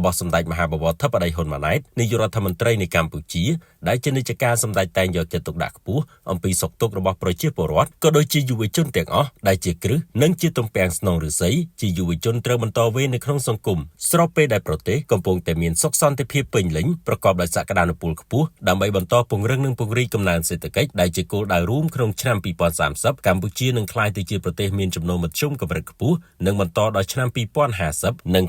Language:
Khmer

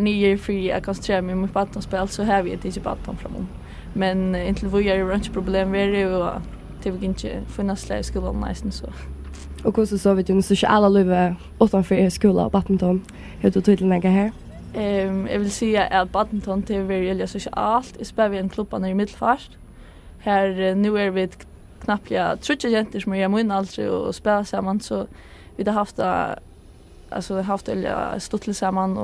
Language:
Faroese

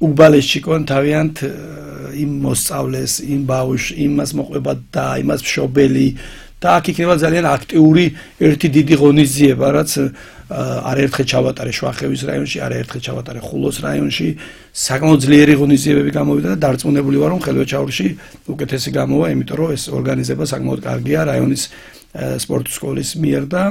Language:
Georgian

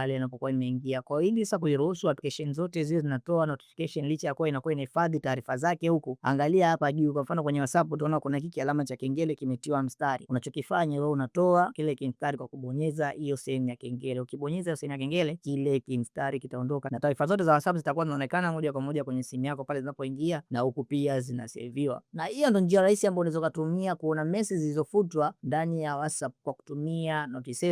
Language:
Swahili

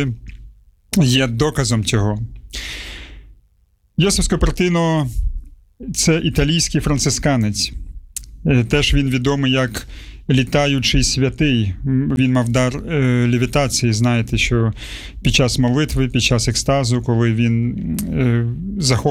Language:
Ukrainian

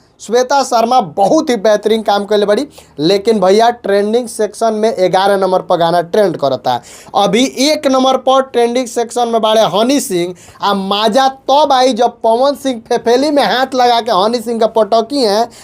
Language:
Bhojpuri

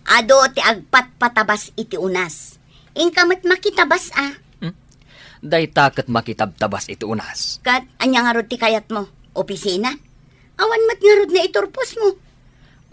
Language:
Iloko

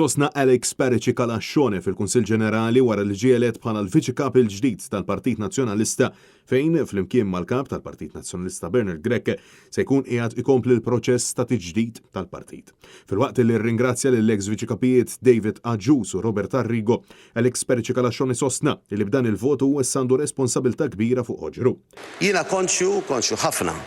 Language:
Maltese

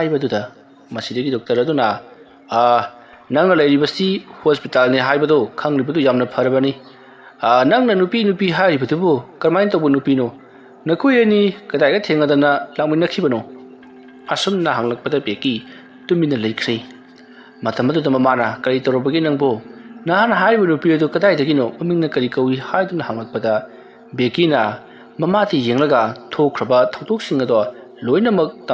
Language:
Manipuri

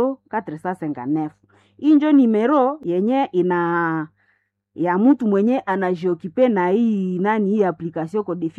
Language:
Swahili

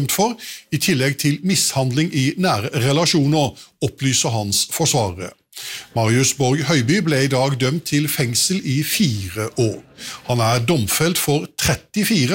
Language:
Norwegian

